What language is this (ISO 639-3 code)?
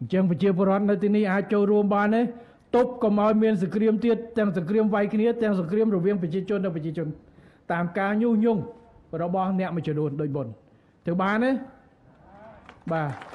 khm